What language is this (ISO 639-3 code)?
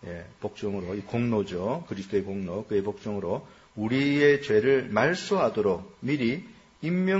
kor